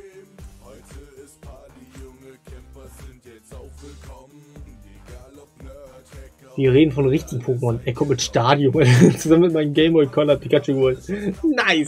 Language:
German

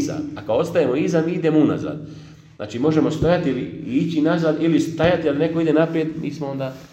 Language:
Bosnian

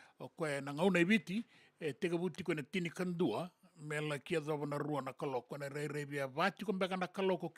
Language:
Fijian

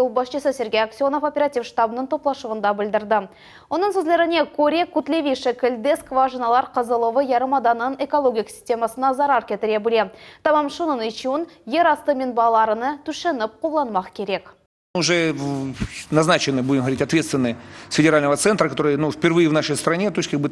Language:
Crimean Tatar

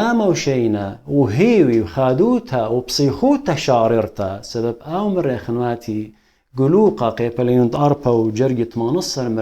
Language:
Assyrian Neo-Aramaic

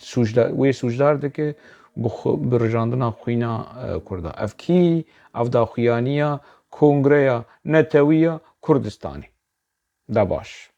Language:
Kurdish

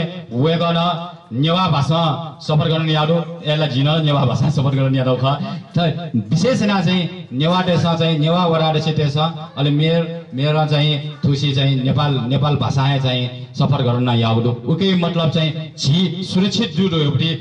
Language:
Newari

